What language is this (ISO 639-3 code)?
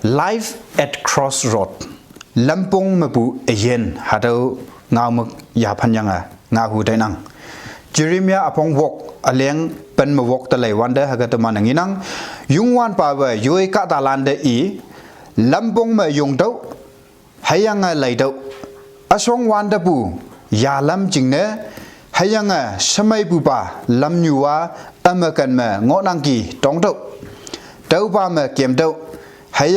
nbe